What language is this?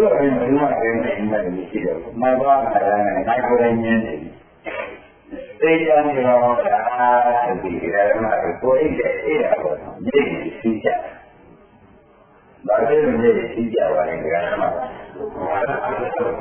Burmese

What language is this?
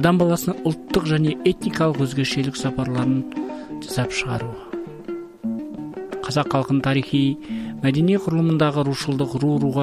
Kazakh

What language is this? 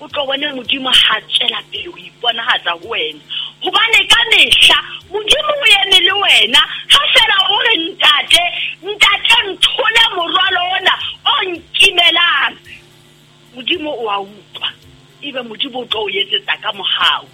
Southern Sotho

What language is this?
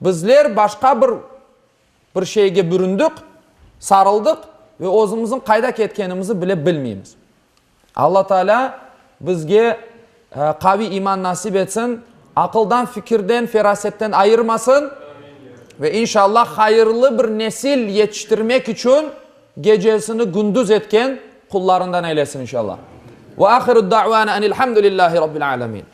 Crimean Tatar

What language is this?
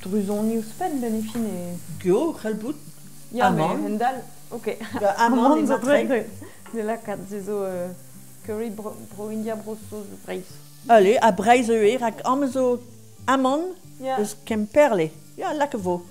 Breton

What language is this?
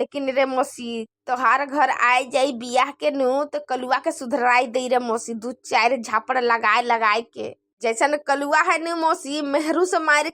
Bhojpuri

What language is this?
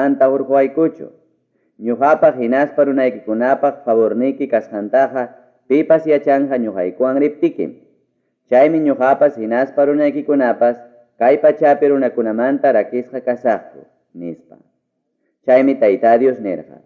Ayacucho Quechua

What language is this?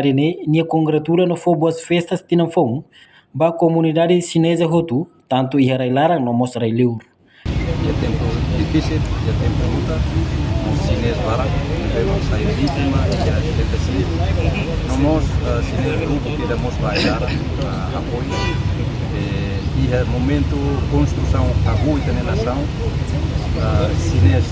Tetum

